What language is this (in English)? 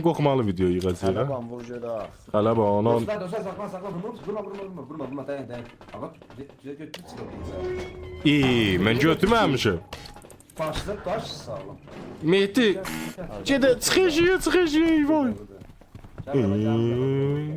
South Azerbaijani